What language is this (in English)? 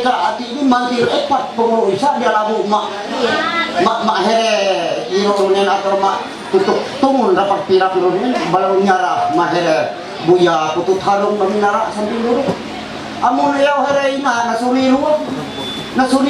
Ma'anyan